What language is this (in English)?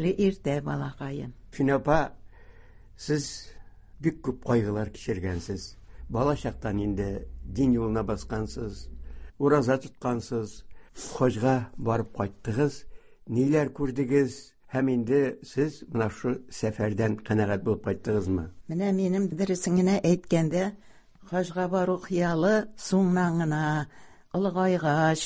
Tatar